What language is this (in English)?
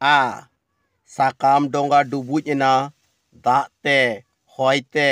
Santali